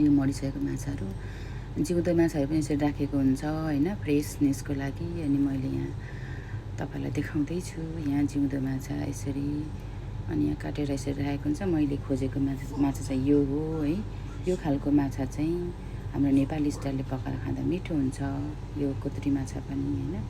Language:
Nepali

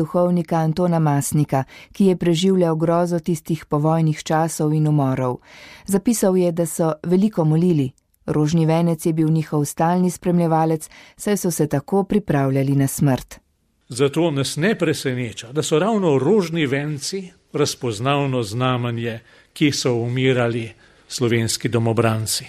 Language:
Slovenian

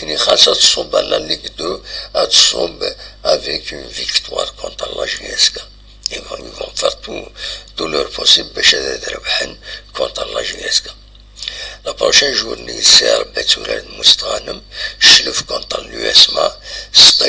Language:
Kabyle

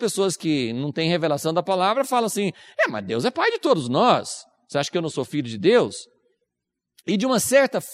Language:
Portuguese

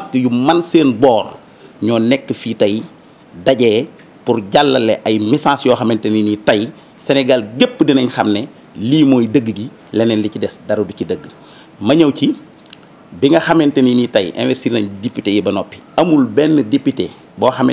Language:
Wolof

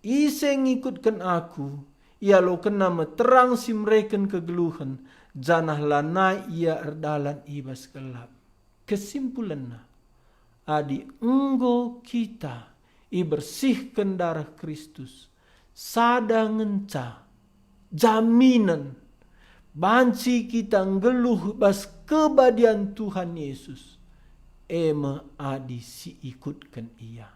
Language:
Batak Karo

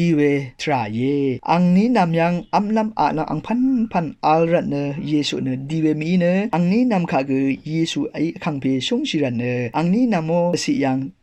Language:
Rawang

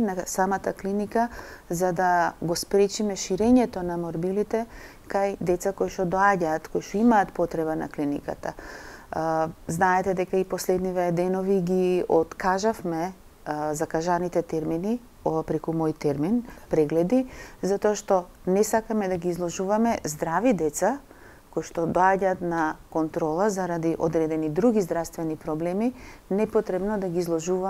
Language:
Macedonian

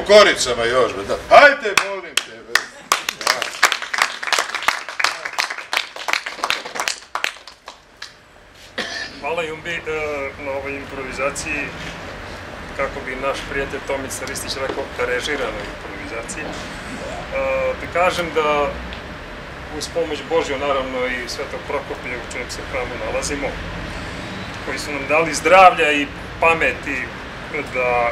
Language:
Serbian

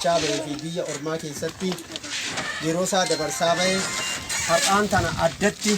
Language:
Oromo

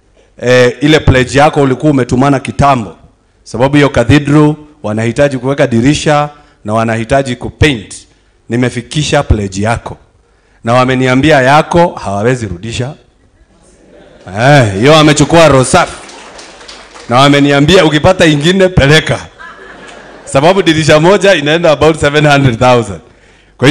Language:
Swahili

